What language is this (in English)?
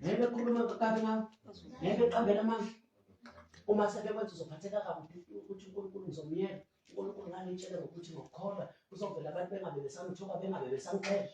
Zulu